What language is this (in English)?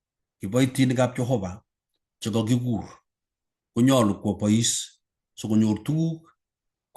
Kalenjin